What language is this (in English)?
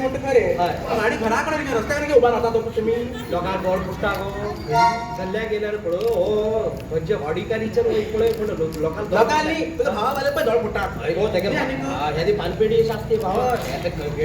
Konkani